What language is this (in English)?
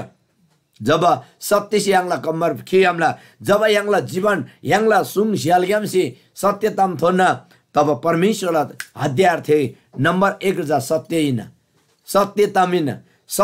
Eastern Tamang